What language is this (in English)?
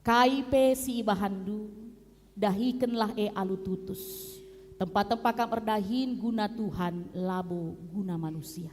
Batak Karo